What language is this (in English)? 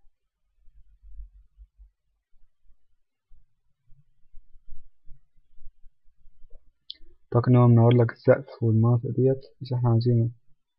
Egyptian Arabic